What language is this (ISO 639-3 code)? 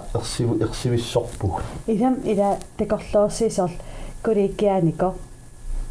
kal